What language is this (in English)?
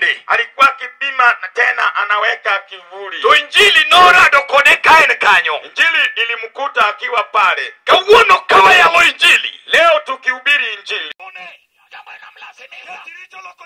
Luo (Kenya and Tanzania)